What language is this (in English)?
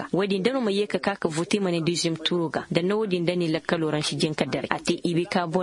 Koyraboro Senni